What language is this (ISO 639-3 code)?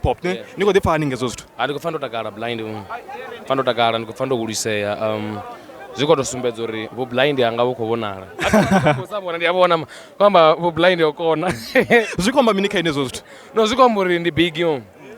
ven